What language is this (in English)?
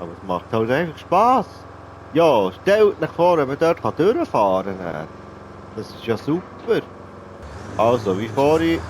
Swiss German